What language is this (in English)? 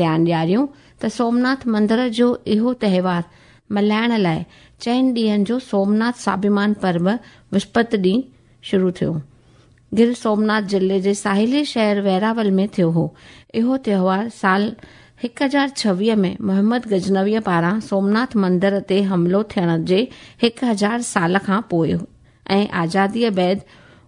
Sindhi